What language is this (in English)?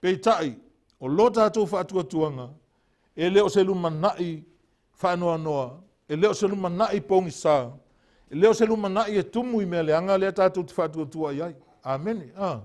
Samoan